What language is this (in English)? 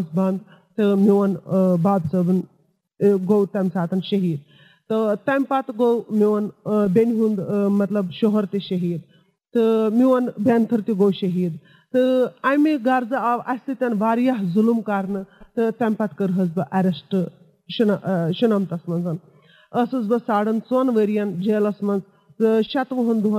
Kashmiri